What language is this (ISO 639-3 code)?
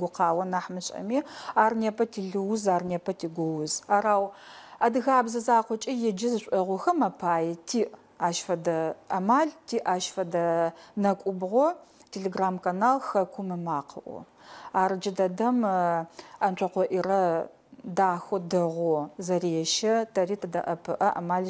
ady